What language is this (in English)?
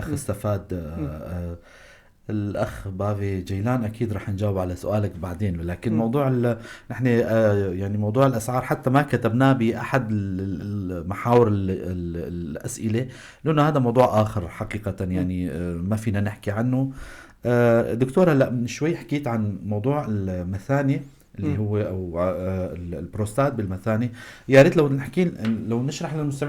North Levantine Arabic